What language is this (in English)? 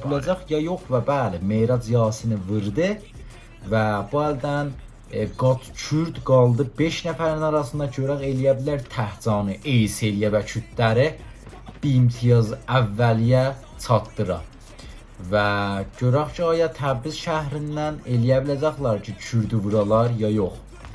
South Azerbaijani